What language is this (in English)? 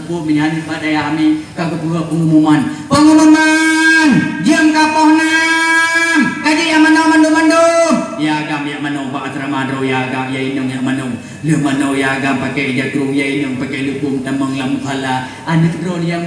Achinese